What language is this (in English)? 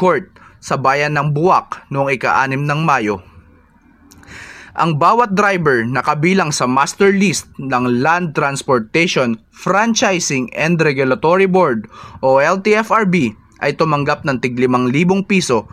Filipino